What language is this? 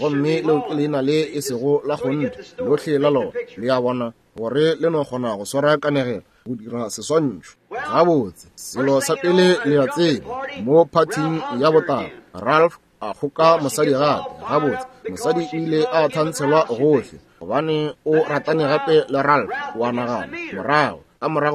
Northern Sotho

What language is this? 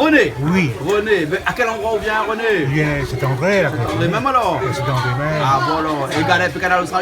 Réunion Creole French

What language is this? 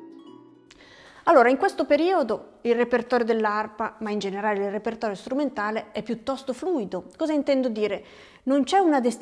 Italian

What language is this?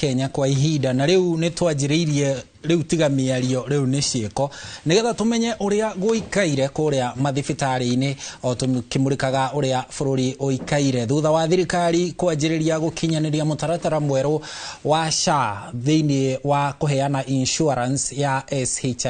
Kikuyu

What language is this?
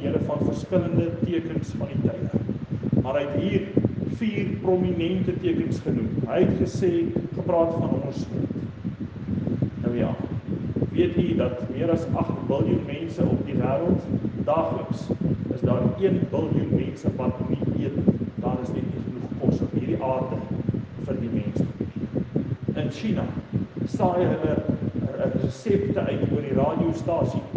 Afrikaans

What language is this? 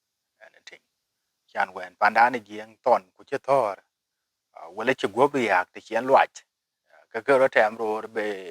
Dinka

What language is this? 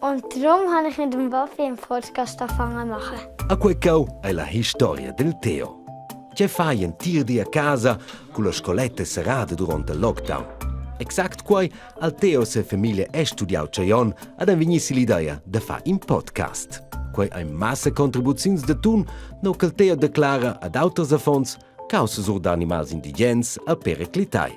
Romansh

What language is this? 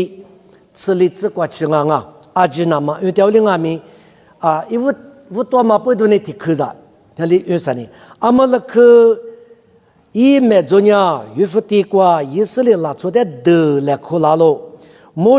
Lisu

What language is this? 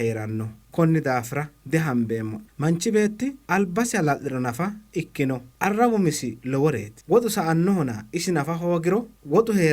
Sidamo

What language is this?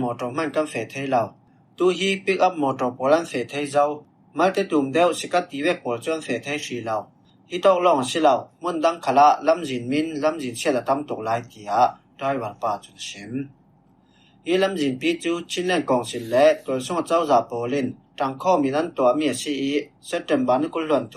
Falam Chin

